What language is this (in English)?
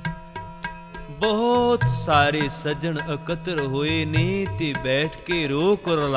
Punjabi